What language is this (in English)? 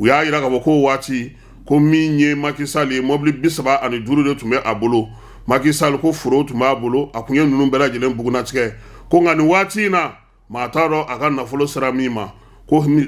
Bambara